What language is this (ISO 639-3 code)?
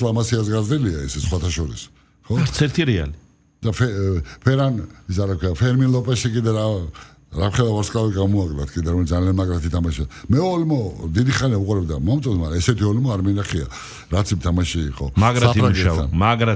kat